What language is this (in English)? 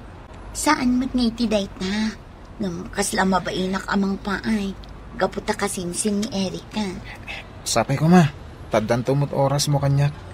Iloko